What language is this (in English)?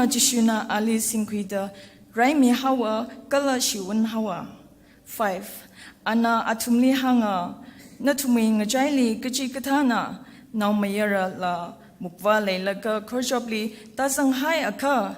Tangkhul Naga (India)